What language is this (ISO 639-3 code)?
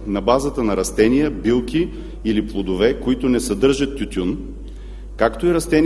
bul